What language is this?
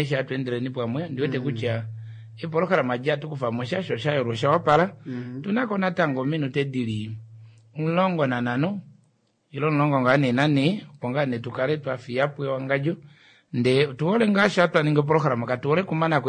Kuanyama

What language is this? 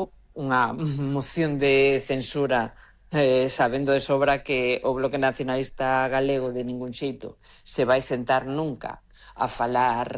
Galician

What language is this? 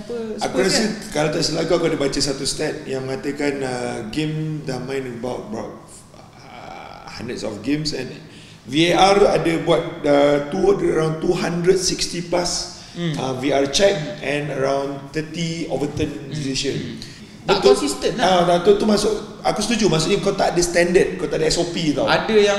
Malay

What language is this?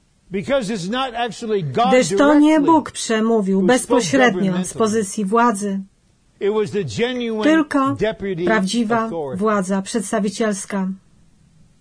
Polish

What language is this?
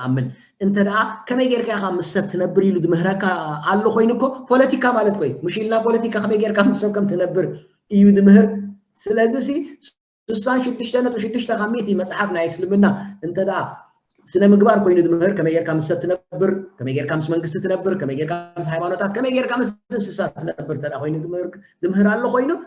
Tigrinya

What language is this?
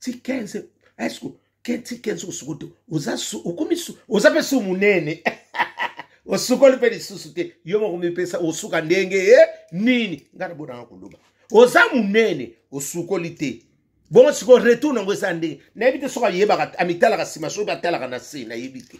Lingala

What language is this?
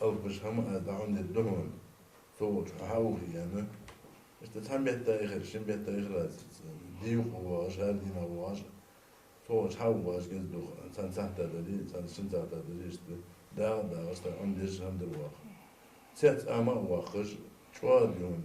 Ingush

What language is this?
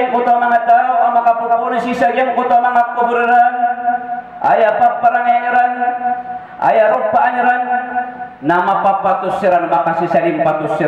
Maranao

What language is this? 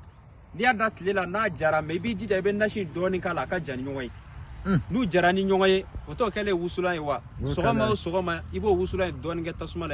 Bambara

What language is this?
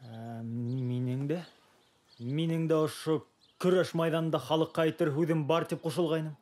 Bashkir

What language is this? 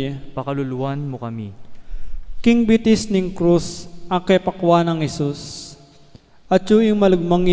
Pampanga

